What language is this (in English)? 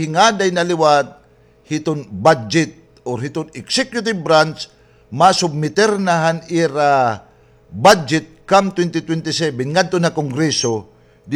Waray